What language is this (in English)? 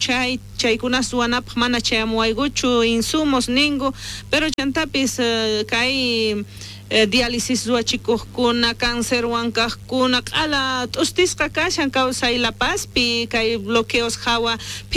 South Bolivian Quechua